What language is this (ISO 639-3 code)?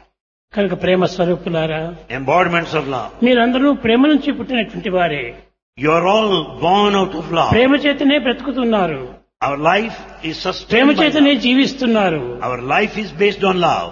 tel